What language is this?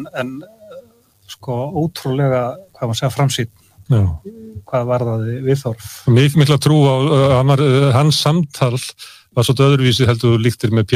Icelandic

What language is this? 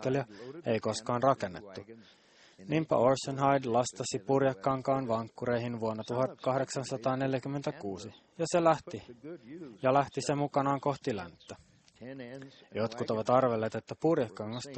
Finnish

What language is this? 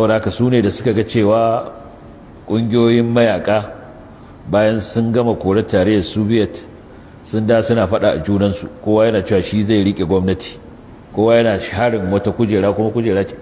Hausa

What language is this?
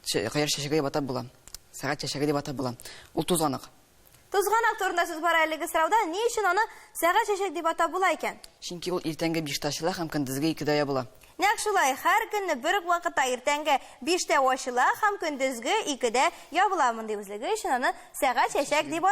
Tatar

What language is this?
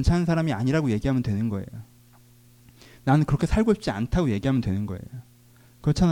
Korean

